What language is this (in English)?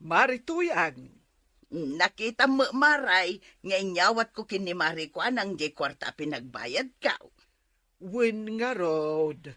Iloko